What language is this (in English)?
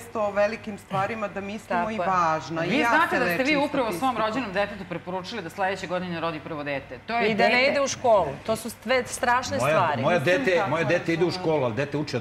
Serbian